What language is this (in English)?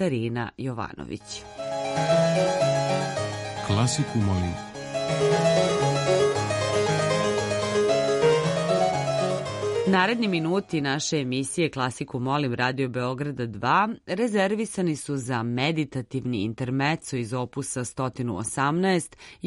Serbian